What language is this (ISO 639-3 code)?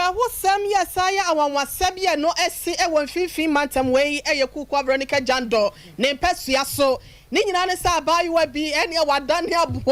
aka